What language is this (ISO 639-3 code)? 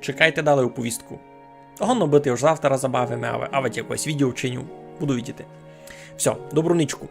rue